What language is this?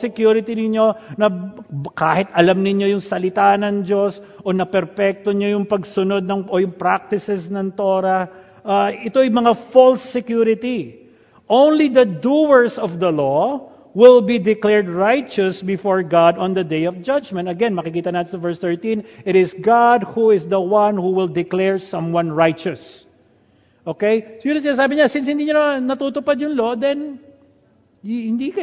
Filipino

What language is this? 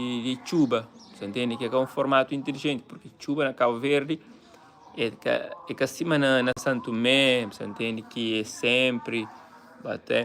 Kabuverdianu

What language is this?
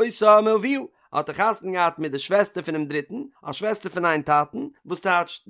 Yiddish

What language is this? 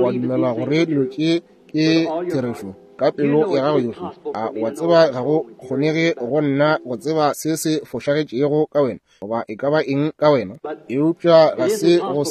Northern Sotho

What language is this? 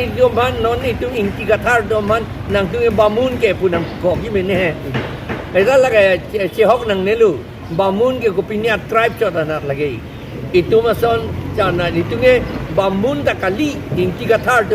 Karbi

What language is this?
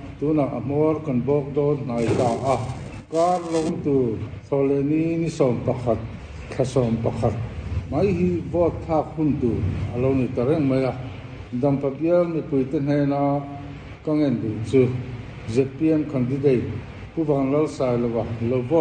Mizo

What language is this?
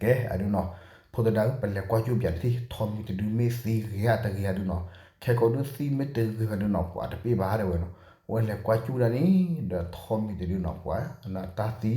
S'gaw Karen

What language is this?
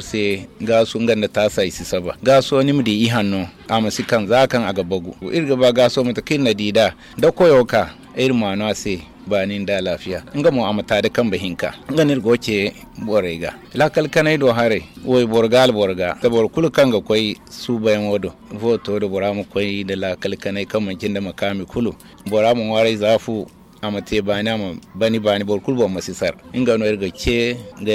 Zarma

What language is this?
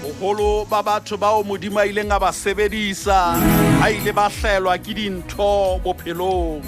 Southern Sotho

